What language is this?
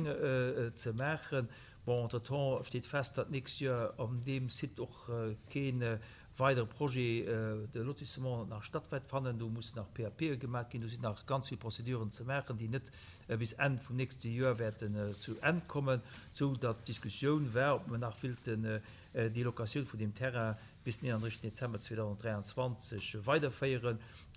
Luxembourgish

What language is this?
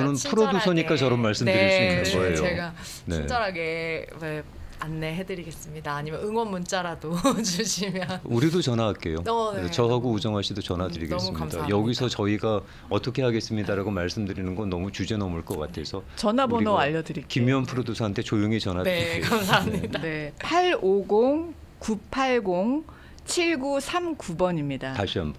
Korean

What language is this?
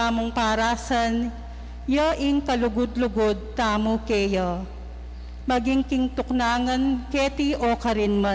Pampanga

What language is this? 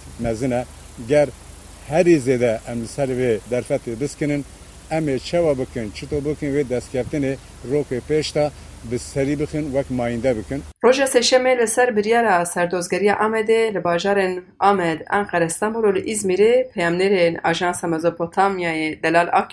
Kurdish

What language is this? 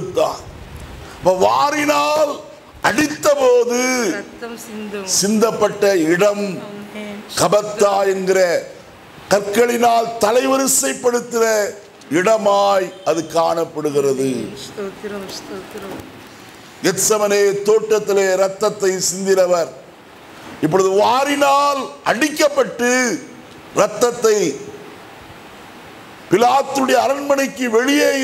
Tamil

